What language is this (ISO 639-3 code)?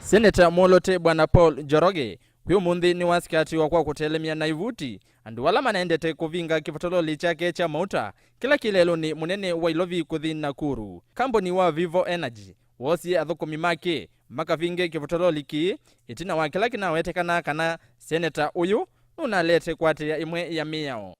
kam